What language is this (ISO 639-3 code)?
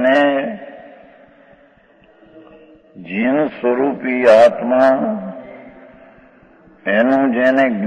guj